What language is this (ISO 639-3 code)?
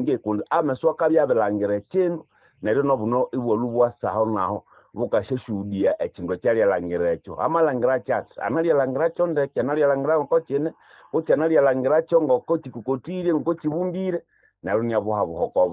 nnb